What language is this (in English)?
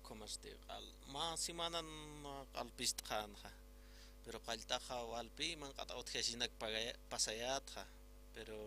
Aymara